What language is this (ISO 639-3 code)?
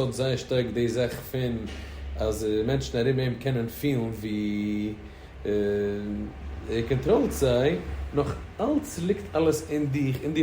yid